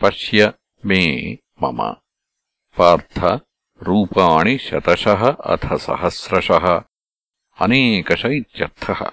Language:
Sanskrit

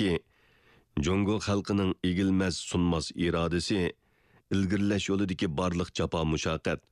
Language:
Uyghur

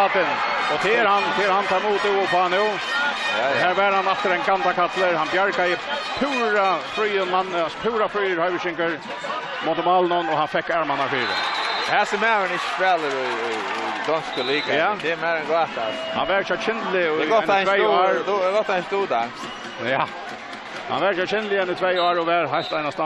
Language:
Faroese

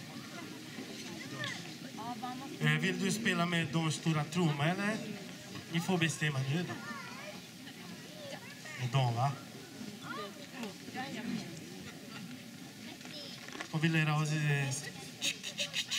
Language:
Swedish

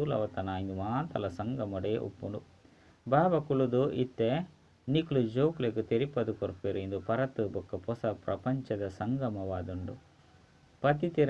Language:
Tulu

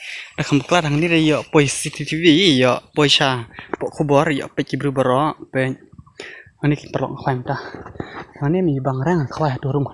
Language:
Khasi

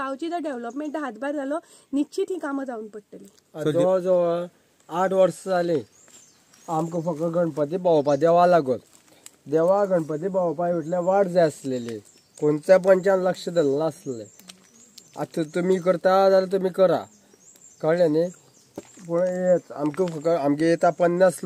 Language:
Konkani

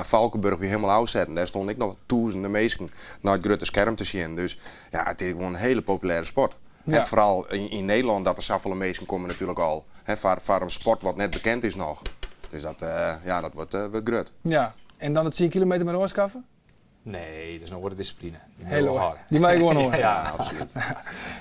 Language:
Western Frisian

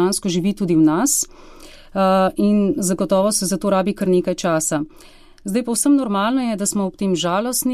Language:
Slovenian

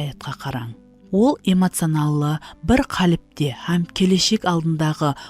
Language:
Kara-Kalpak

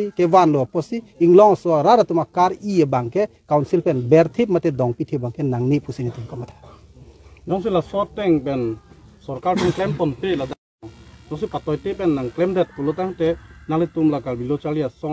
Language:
Karbi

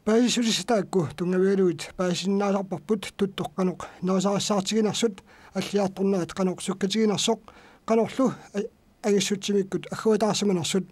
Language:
Kalaallisut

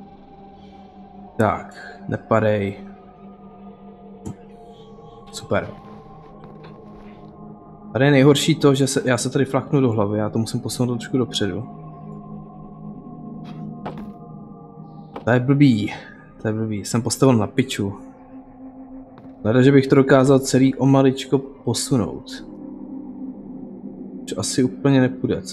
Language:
Czech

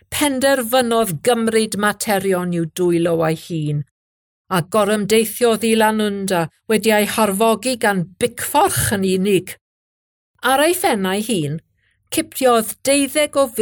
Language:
Welsh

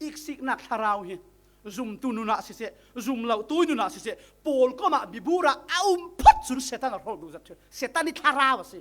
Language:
Falam Chin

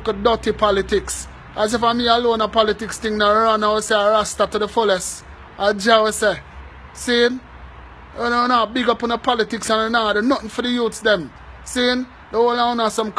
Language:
Jamaican Creole English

